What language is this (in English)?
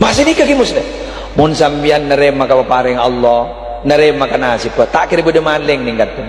Madurese